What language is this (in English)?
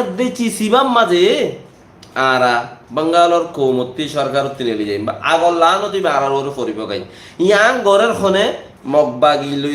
Rohingya